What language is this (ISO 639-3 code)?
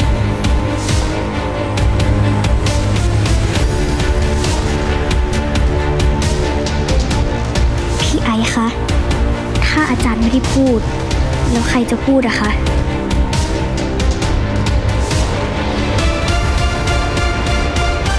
tha